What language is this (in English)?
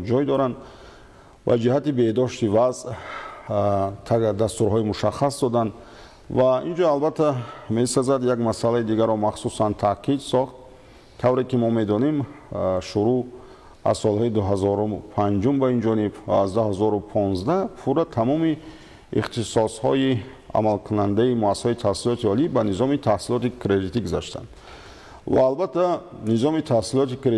Tajik